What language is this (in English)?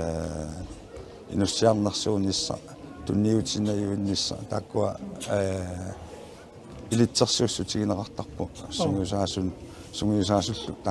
Kalaallisut